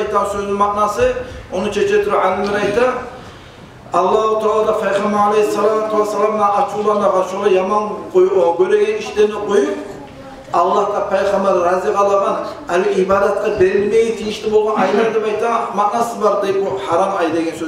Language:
Kumyk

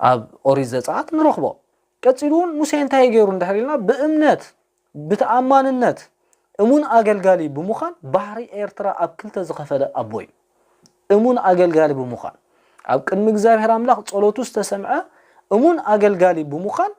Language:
Tigrinya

